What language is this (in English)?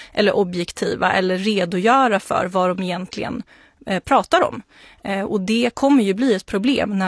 Swedish